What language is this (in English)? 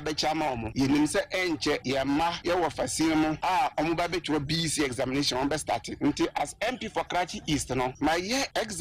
Akan